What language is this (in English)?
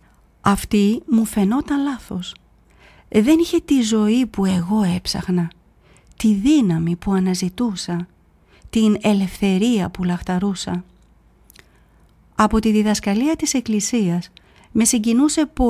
Greek